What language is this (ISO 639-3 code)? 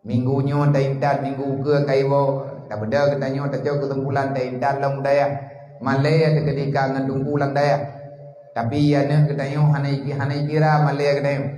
ace